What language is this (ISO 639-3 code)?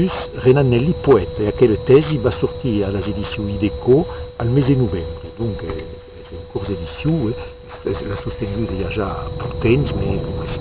oci